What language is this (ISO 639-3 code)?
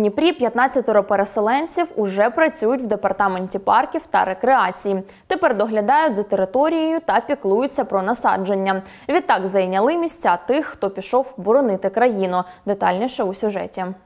ukr